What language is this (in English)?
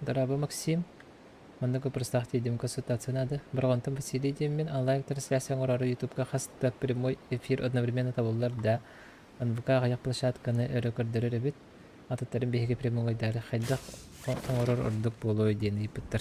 Yakut